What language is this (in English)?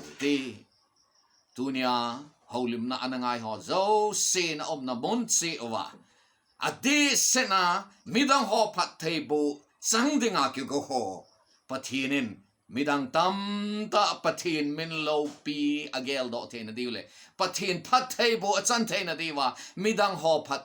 Thado Chin